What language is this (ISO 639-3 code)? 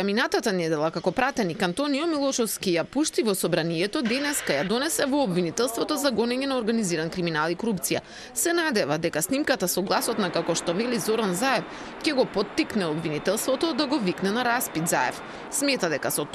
mkd